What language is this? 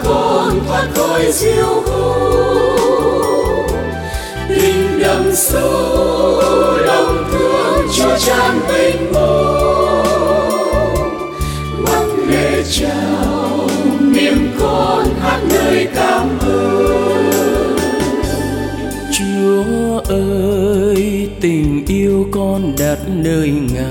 Vietnamese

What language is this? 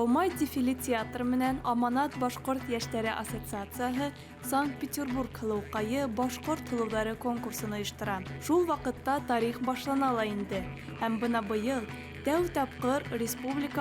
Bashkir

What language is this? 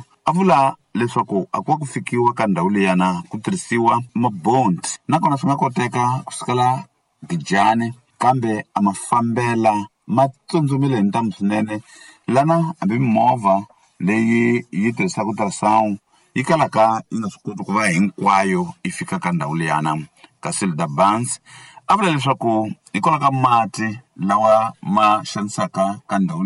Tsonga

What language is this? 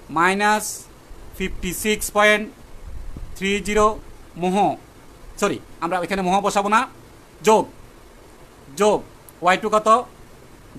Bangla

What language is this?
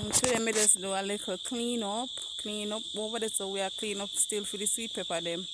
Jamaican Creole English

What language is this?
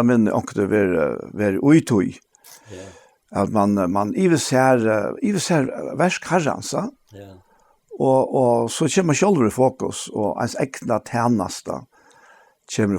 Faroese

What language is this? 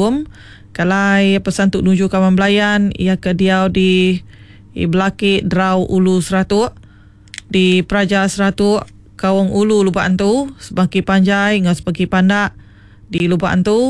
Iban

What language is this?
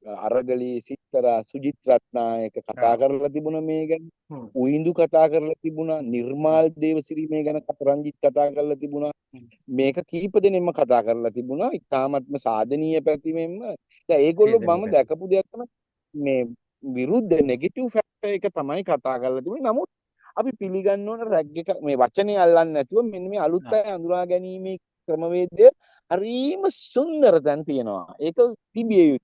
Sinhala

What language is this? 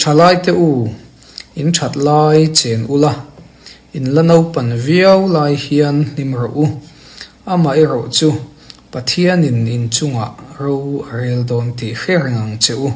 Mizo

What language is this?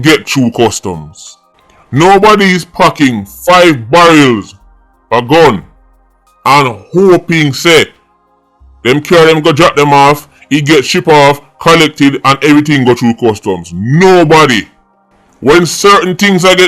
Jamaican Creole English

